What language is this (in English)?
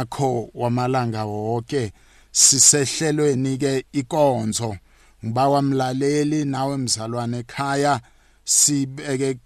South Ndebele